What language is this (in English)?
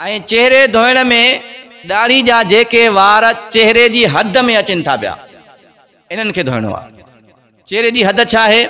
Sindhi